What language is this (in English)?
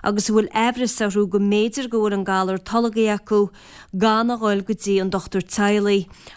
Irish